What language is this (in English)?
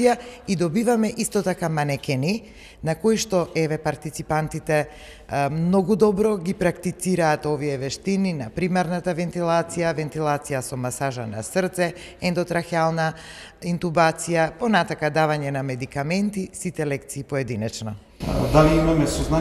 Macedonian